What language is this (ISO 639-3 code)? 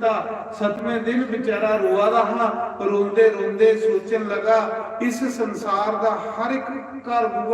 doi